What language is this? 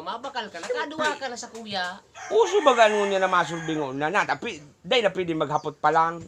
Bikol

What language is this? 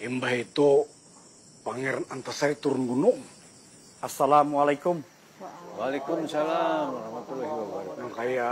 Banjar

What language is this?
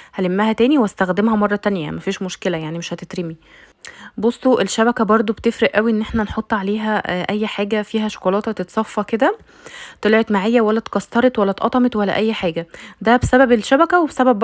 Egyptian Arabic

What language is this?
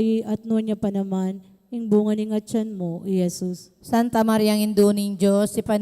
Pampanga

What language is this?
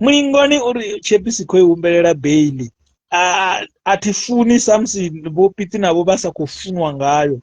Venda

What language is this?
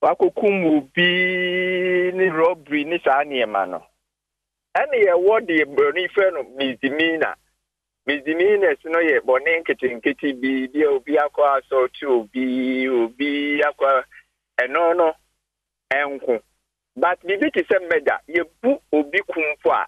Akan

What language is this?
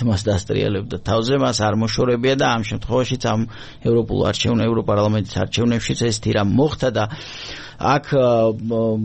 Georgian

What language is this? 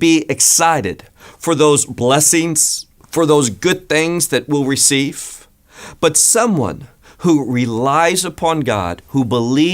English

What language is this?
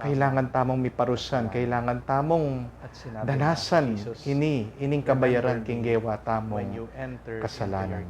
Pampanga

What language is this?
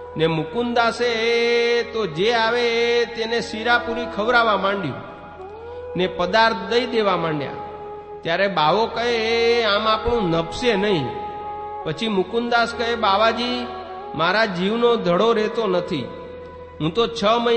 Gujarati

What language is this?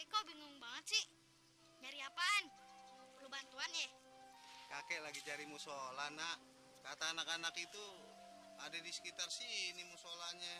Betawi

